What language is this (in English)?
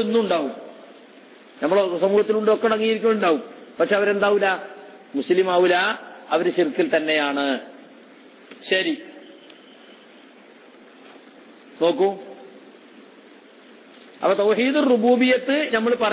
Malayalam